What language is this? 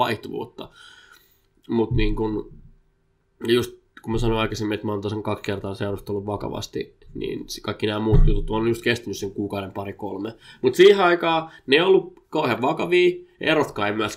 Finnish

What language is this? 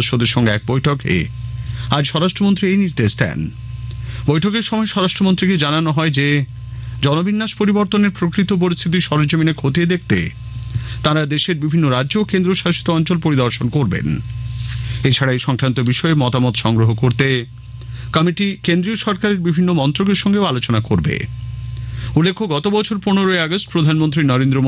Bangla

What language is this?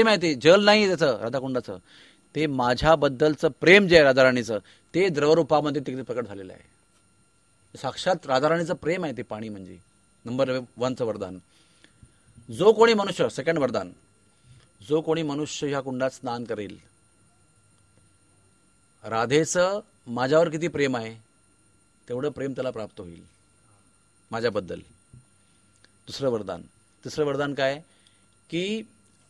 Marathi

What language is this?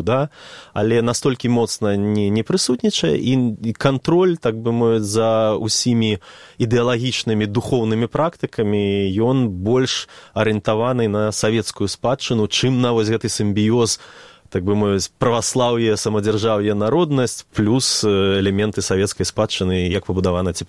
Belarusian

